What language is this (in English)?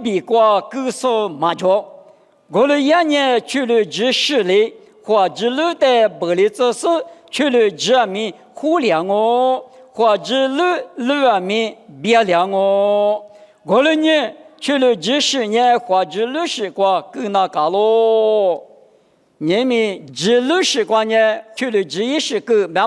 Lisu